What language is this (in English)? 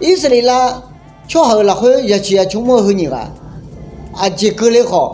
Akha